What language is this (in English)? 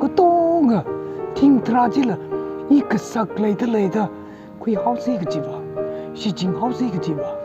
Tangkhul Naga (India)